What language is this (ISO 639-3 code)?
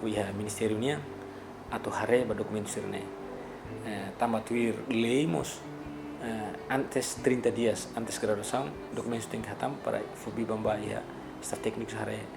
tet